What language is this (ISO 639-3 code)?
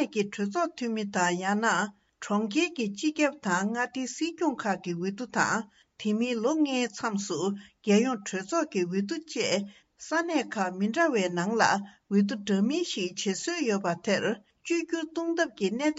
bod